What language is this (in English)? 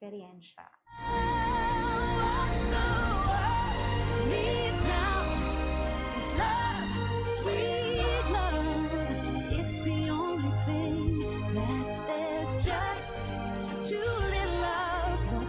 Hiligaynon